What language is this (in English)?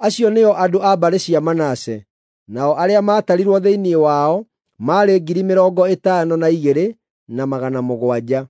Kikuyu